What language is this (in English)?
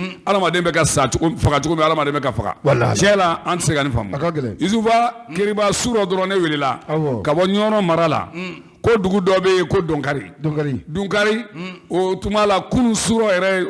Bambara